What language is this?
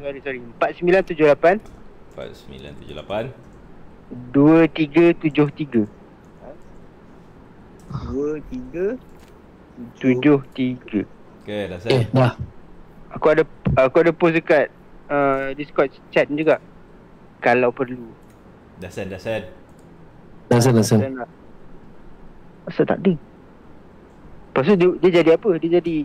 Malay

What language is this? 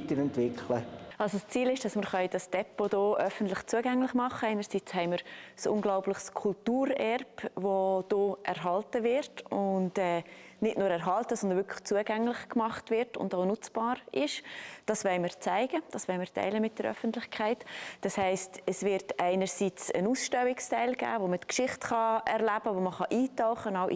Swiss German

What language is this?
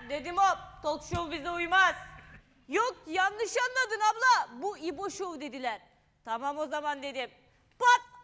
Turkish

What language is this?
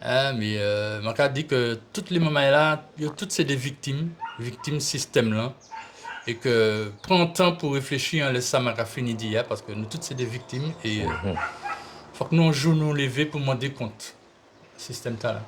Guadeloupean Creole French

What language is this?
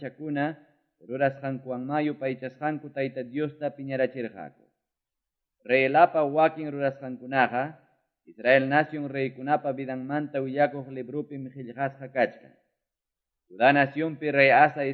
Quechua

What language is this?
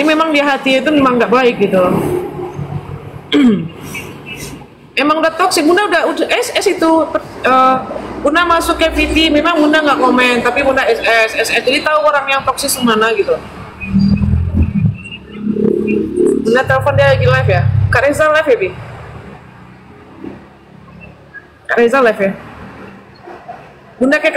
Indonesian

